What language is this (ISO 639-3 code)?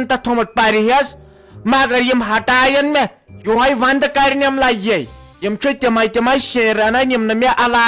kas